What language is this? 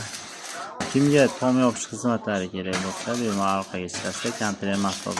Uzbek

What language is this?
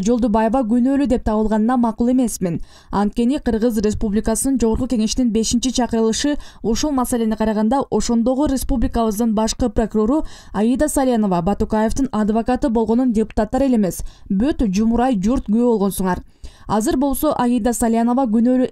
Kyrgyz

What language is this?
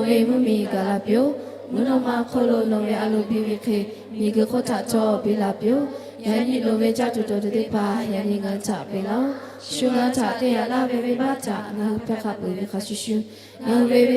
Lahu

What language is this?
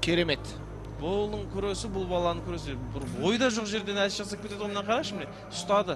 Kazakh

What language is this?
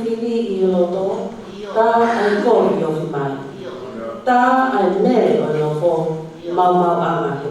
Tongan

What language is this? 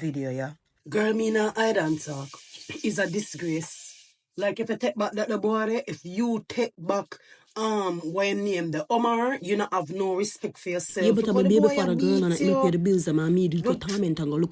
Jamaican Creole English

